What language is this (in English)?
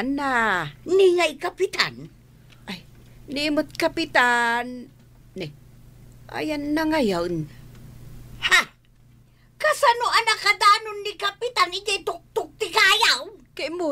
Iloko